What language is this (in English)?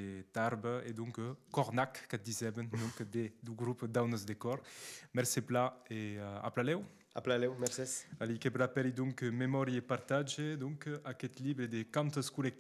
Occitan